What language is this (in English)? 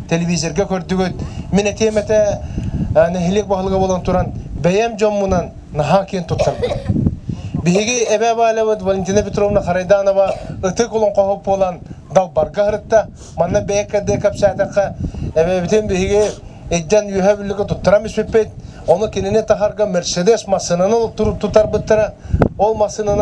Yakut